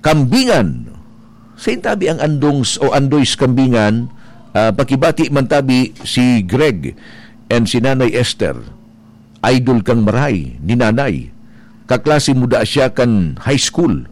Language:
Bikol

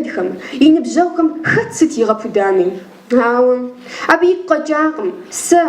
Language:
Kabardian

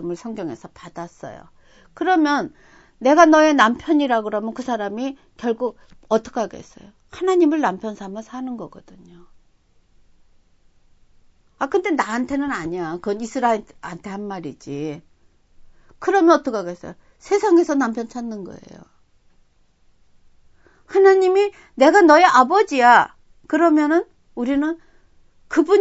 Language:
Korean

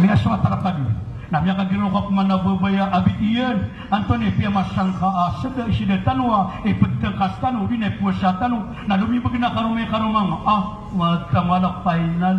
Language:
Maranao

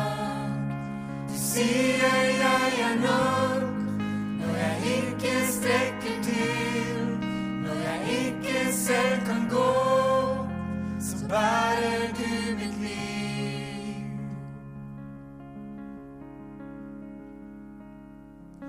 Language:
Norwegian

